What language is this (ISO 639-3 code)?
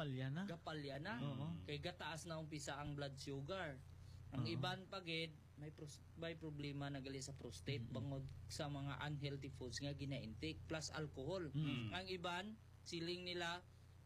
hil